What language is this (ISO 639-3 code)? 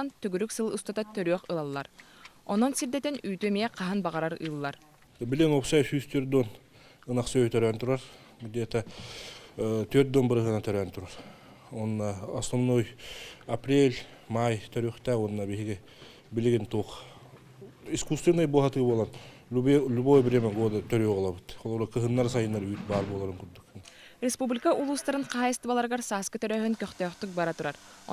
sah